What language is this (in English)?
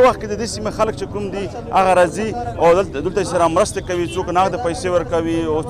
Pashto